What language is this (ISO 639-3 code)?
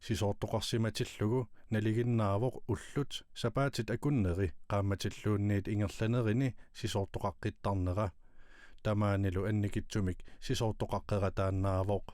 kal